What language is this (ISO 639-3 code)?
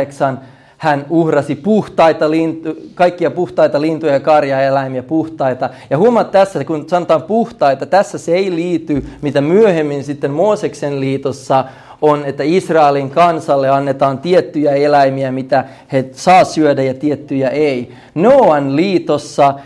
fin